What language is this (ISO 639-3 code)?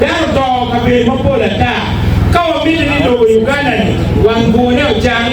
ach